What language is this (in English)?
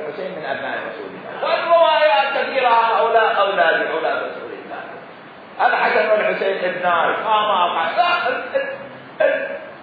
Mesopotamian Arabic